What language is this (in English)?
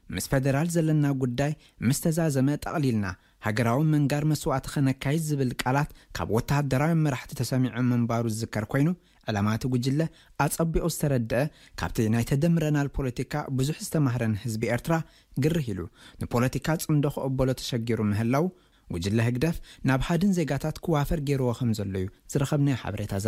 Tigrinya